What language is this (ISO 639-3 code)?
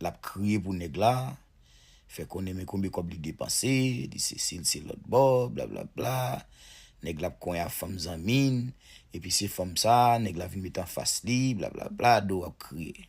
hat